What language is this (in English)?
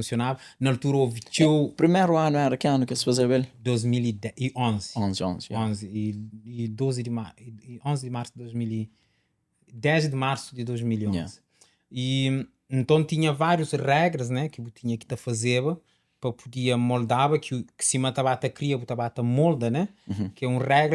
Kabuverdianu